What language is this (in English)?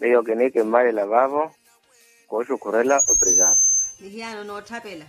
Makhuwa